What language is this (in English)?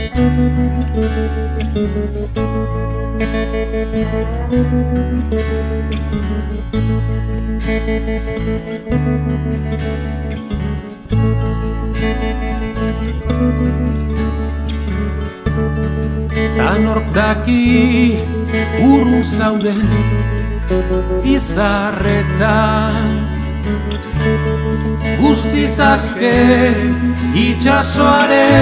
Basque